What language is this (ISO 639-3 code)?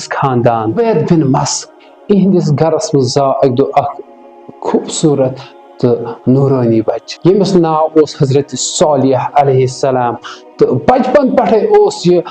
kas